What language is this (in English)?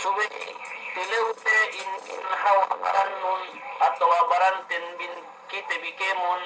Yakan